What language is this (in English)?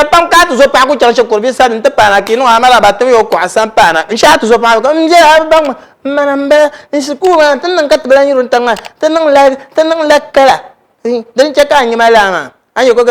Dagbani